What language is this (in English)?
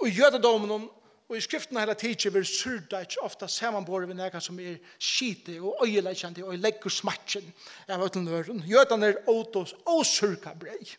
Faroese